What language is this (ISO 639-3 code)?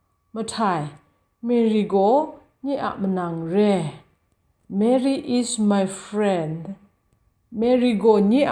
kac